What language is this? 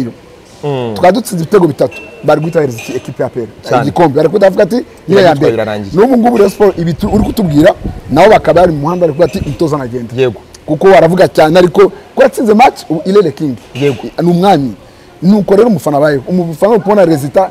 Kinyarwanda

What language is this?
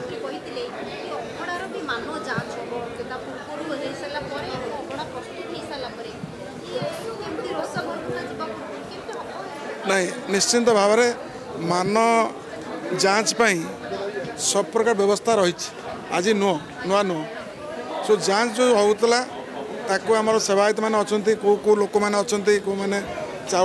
Odia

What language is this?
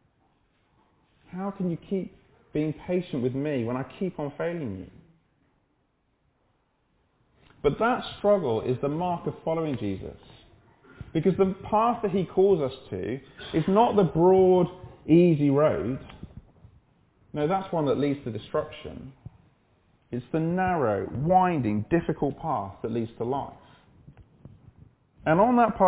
English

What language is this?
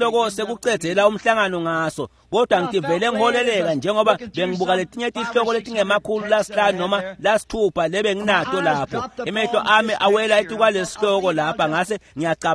Swati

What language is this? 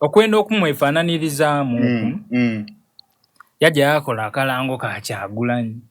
Soga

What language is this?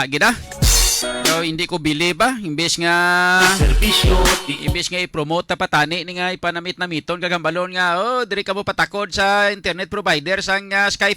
Hiligaynon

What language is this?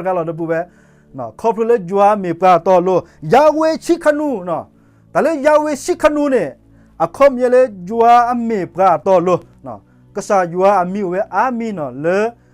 S'gaw Karen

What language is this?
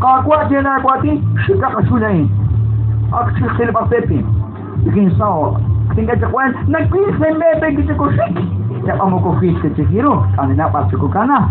Kekchí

